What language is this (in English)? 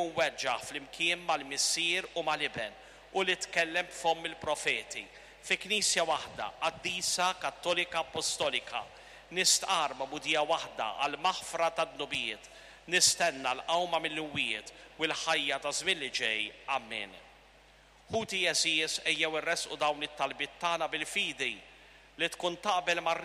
Maltese